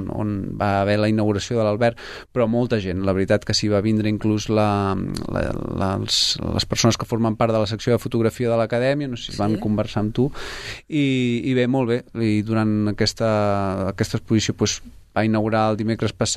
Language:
Catalan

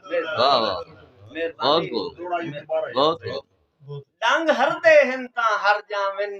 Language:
Saraiki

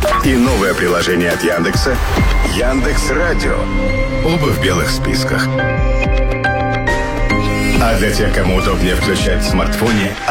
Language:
Russian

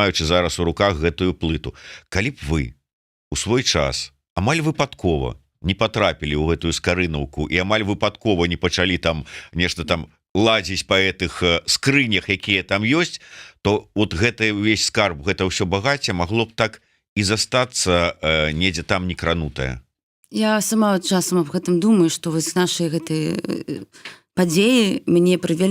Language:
Belarusian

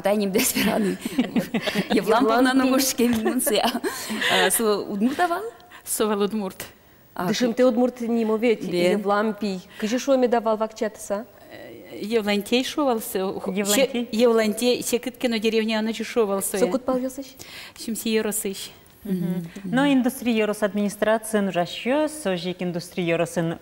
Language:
Udmurt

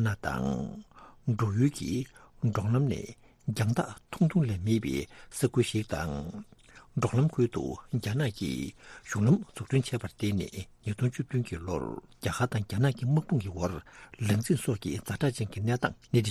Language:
Tibetan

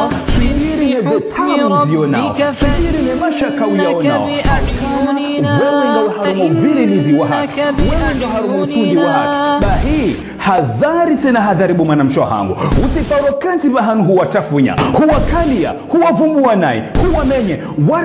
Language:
Ngazidja Comorian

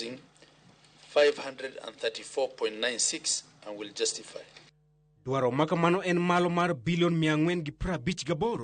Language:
Luo (Kenya and Tanzania)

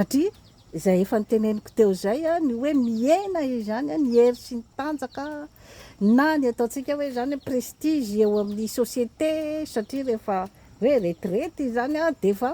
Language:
Malagasy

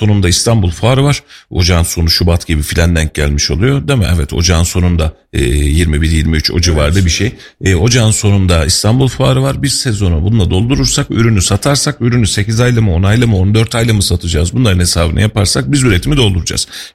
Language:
Turkish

